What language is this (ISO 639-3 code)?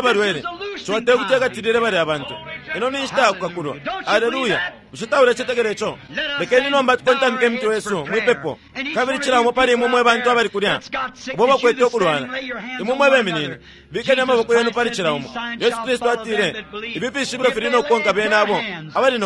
bem